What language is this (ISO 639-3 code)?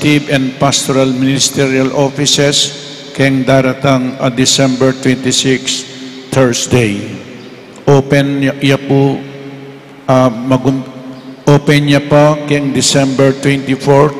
pam